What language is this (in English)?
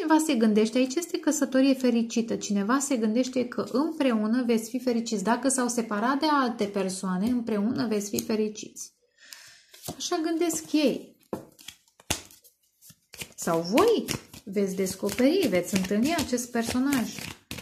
Romanian